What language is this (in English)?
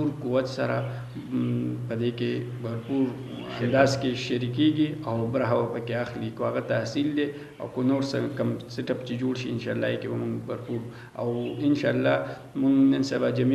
Pashto